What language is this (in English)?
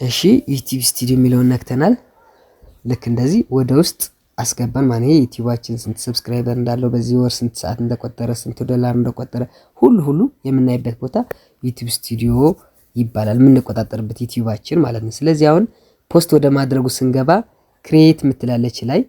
Amharic